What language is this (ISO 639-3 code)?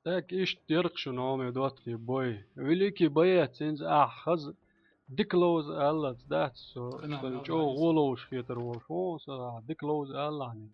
che